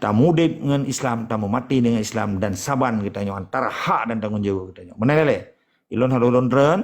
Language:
Achinese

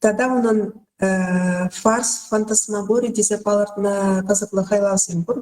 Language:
Chuvash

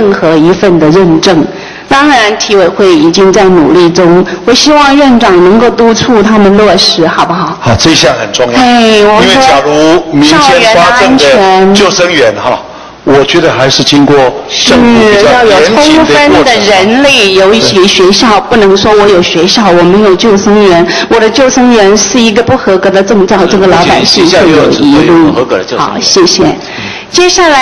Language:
Chinese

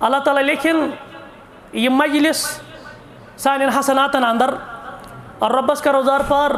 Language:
Kashmiri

